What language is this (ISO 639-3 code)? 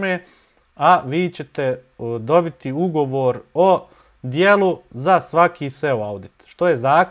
bos